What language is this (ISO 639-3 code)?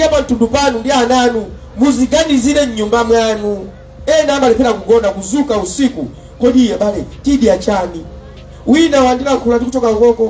nya